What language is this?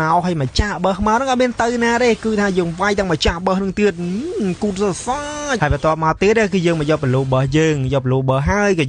Khmer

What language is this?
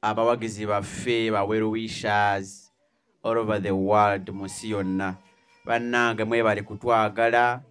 Ganda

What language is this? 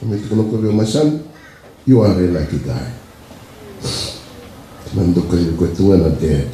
Fijian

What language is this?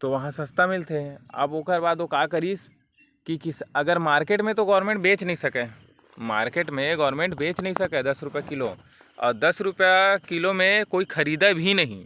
Chhattisgarhi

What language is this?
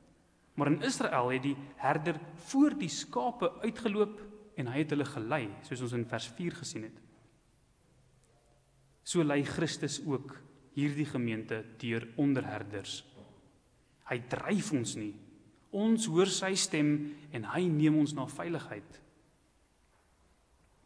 Afrikaans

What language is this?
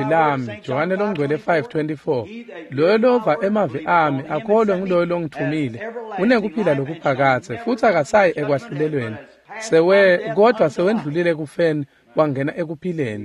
Swati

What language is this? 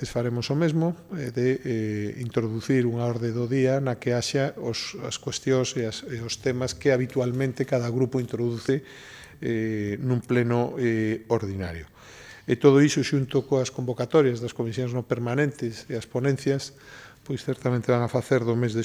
Galician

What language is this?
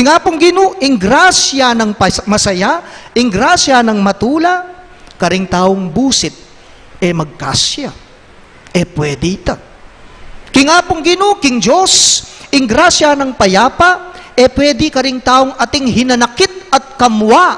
Pampanga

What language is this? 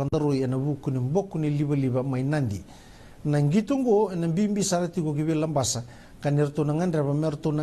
Fijian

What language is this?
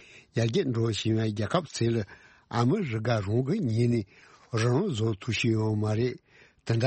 Tibetan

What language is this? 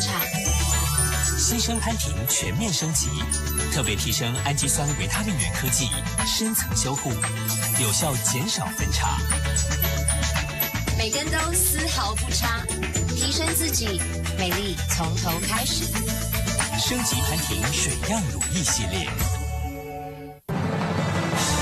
Chinese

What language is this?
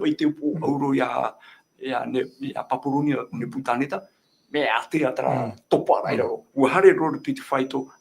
Tahitian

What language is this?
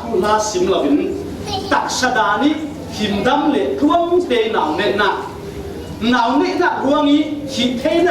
Falam Chin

